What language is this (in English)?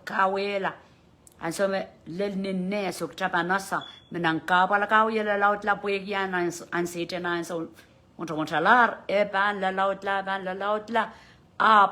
Pohnpeian